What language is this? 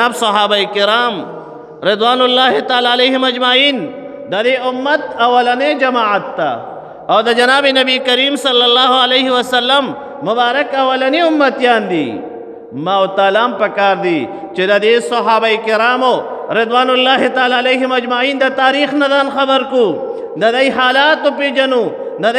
Pashto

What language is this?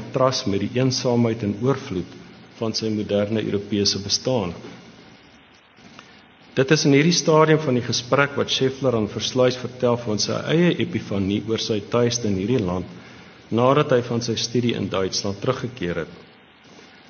Afrikaans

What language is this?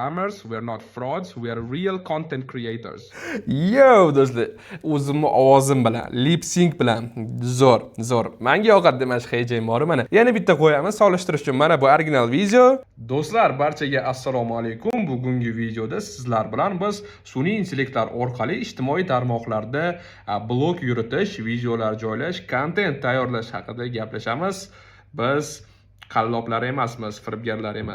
Uzbek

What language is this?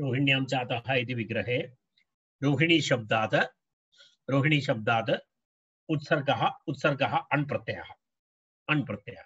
Sanskrit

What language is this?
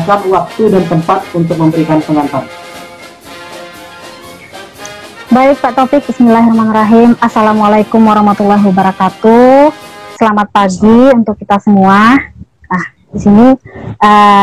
Indonesian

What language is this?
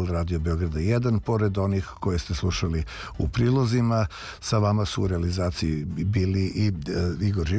Serbian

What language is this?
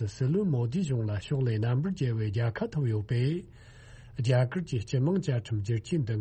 Tibetan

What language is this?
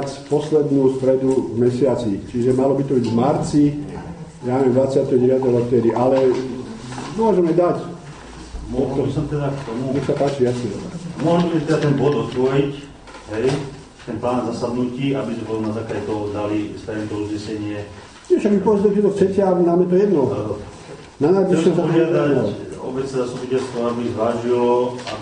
Slovak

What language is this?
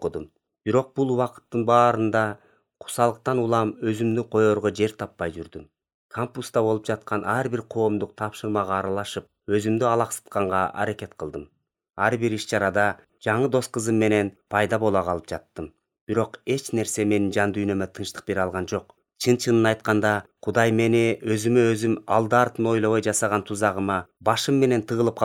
Kyrgyz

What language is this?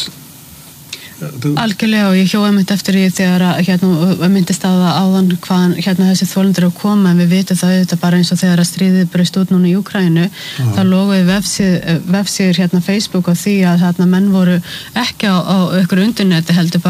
Icelandic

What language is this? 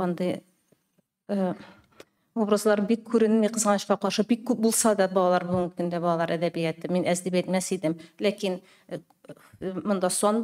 Tatar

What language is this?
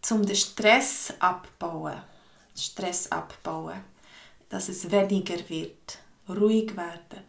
Swiss German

